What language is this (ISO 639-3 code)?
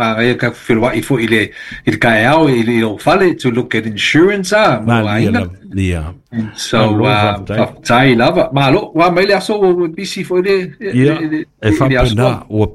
smo